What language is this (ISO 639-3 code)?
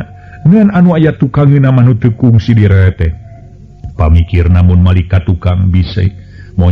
sun